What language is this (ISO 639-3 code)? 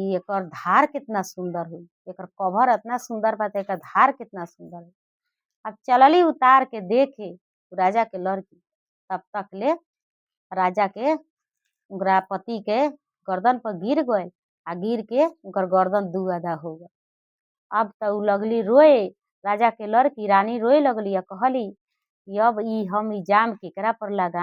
bho